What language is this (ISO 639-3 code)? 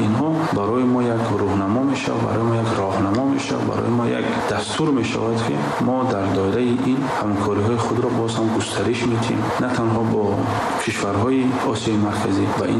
tgk